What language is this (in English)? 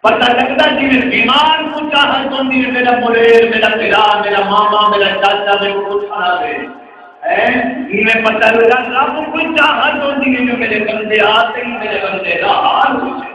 Saraiki